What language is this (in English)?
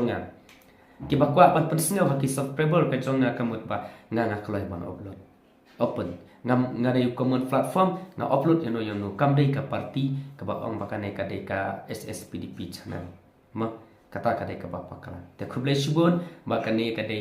Khasi